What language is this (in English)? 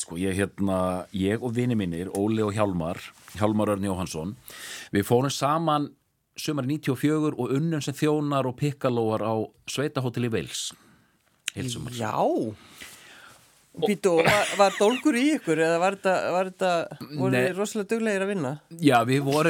Icelandic